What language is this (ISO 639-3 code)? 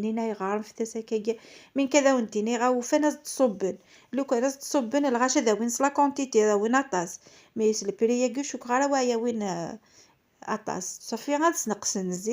kab